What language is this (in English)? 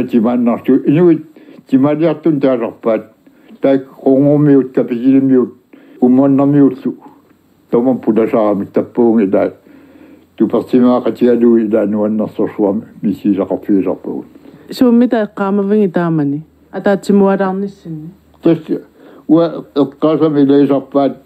Kalaallisut